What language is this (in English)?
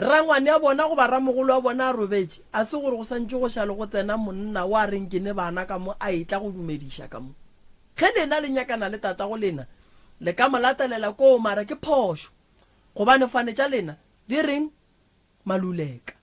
Northern Sotho